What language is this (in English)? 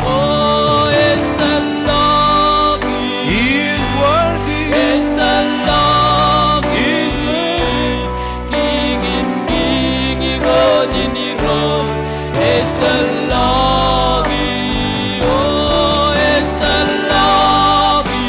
Marshallese